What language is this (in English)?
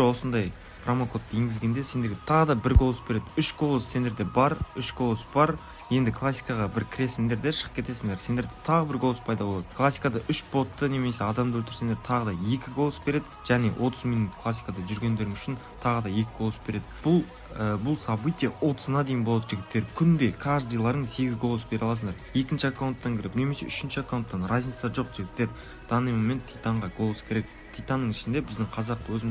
Kara-Kalpak